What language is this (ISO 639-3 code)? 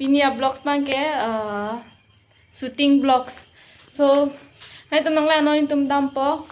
mjw